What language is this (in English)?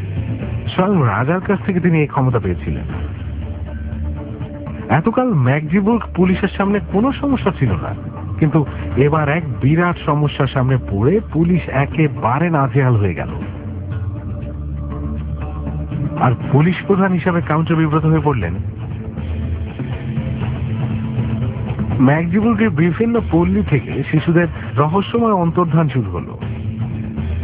Bangla